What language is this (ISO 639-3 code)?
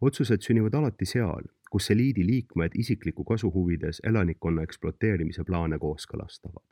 est